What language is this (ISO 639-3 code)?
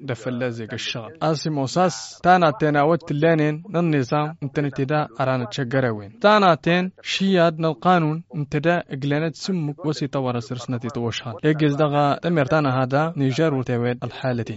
taq